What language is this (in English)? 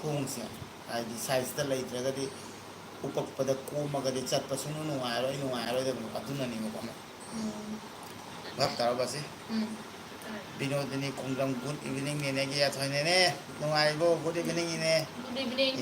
Manipuri